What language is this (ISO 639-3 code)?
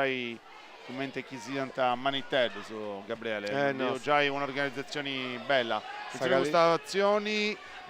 srd